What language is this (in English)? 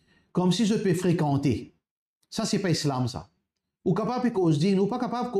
Morisyen